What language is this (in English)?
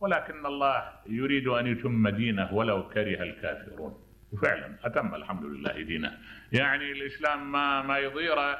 Mesopotamian Arabic